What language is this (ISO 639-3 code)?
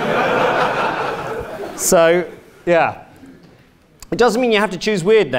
eng